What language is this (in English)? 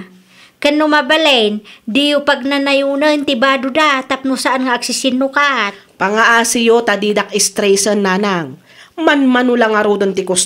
Iloko